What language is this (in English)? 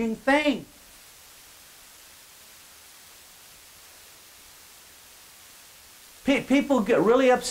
English